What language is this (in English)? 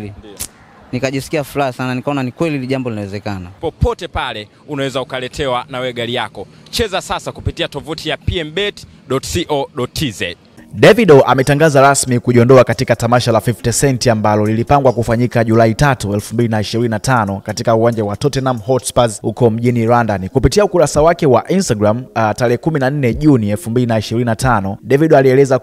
Swahili